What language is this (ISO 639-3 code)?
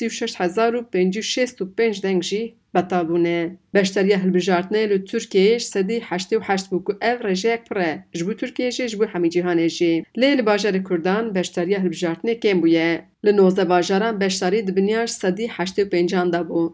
kur